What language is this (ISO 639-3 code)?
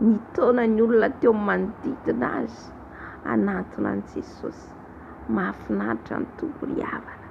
mlg